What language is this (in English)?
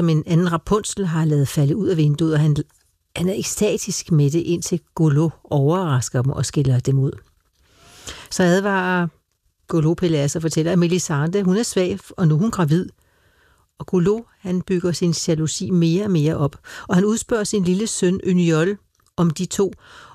Danish